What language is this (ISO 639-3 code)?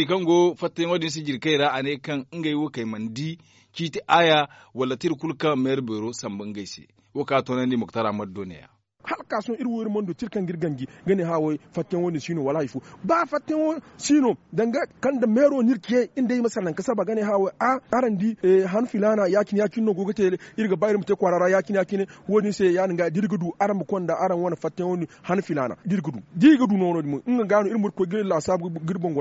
dje